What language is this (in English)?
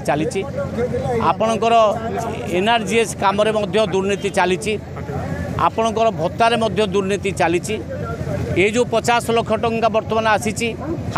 Odia